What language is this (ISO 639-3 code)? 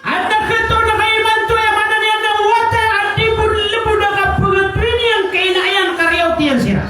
mrw